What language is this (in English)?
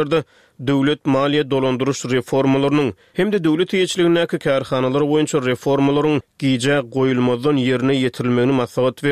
Turkmen